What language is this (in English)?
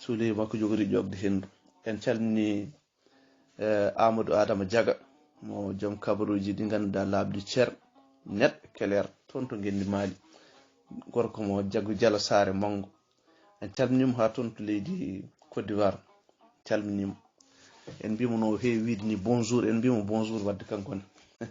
Fula